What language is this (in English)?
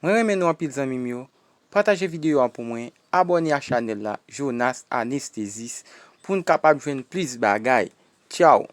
Haitian Creole